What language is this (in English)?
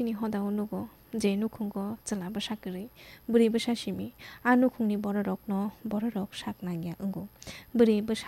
Kok Borok